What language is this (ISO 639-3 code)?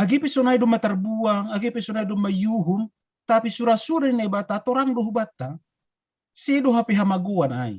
bts